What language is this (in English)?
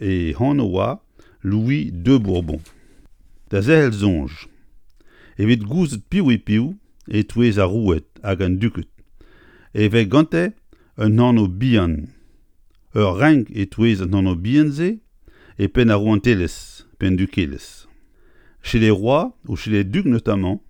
Breton